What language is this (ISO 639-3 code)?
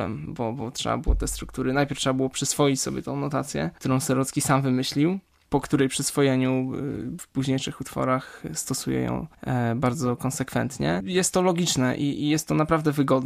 pol